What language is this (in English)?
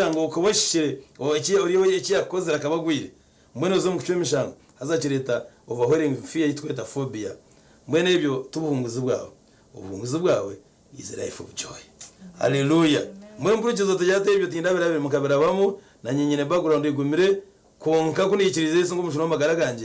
Nyankole